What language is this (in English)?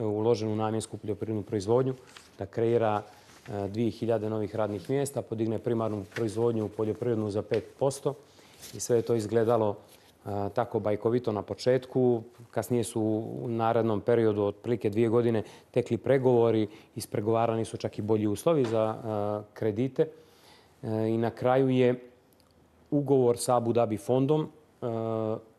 Bosnian